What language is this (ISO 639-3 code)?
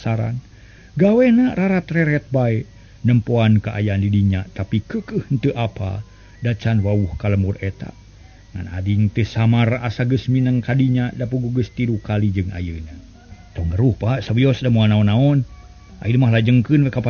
sun